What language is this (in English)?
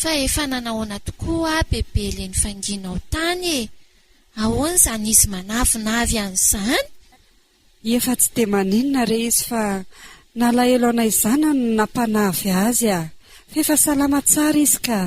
Malagasy